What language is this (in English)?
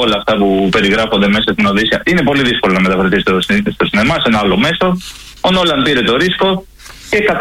Greek